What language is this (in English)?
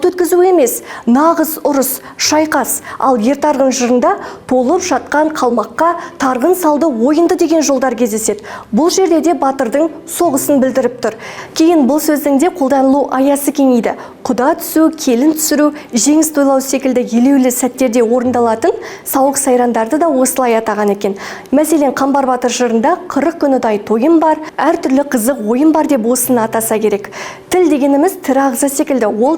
Kazakh